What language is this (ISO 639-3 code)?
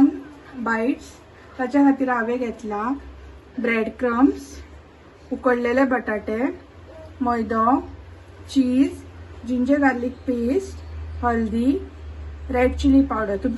kok